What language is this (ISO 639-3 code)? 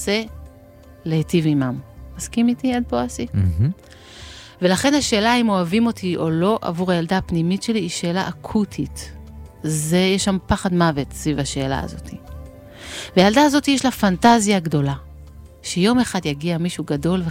heb